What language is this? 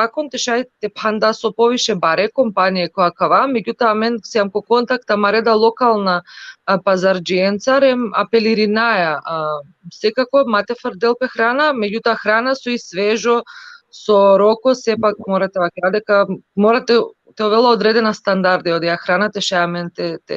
Balkan Romani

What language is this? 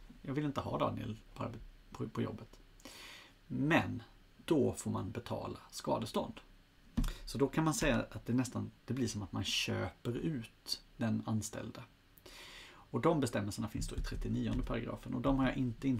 Swedish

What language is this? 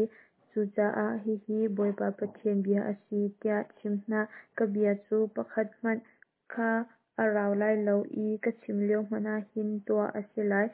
Hakha Chin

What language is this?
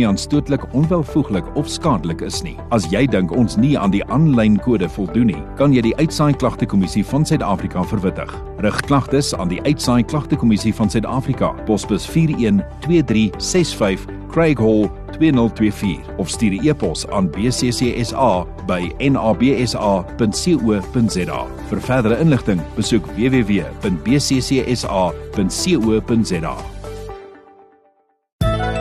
Afrikaans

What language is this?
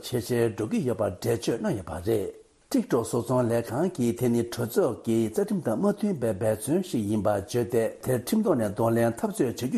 Tibetan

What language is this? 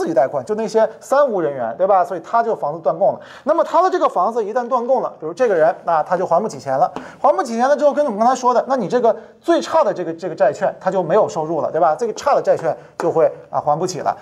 Chinese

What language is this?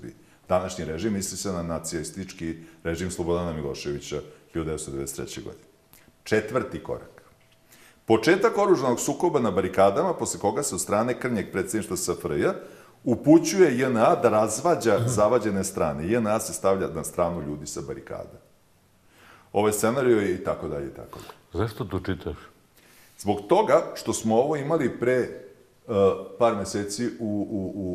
Bosnian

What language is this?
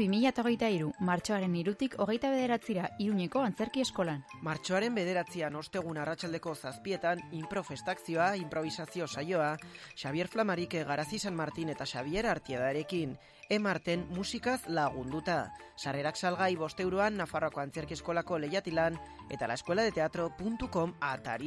Basque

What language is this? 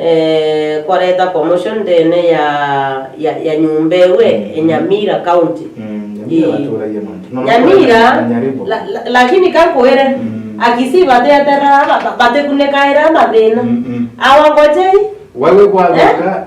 Meru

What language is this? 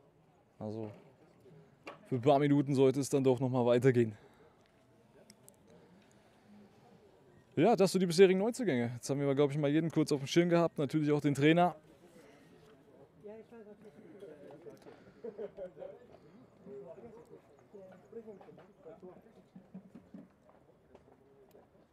German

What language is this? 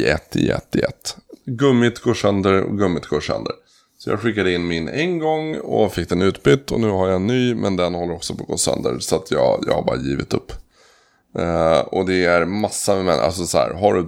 Swedish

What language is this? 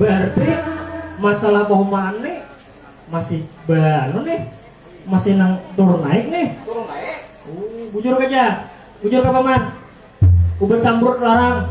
Banjar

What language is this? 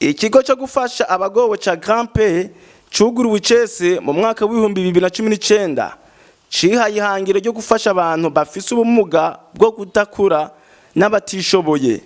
Rundi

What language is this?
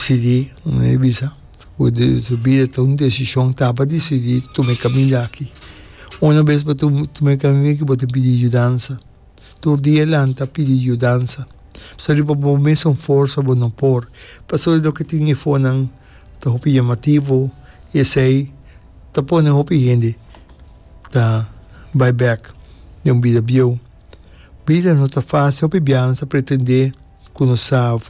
Papiamento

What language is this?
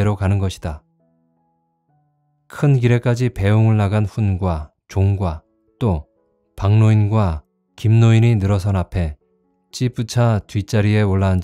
Korean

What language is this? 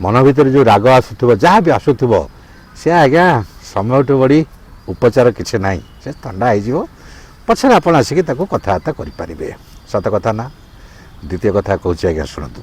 Odia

